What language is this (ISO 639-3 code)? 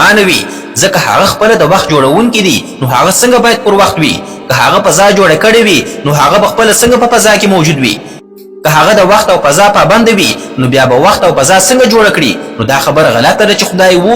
pus